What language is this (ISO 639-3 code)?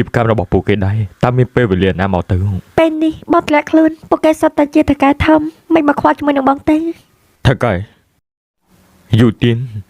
khm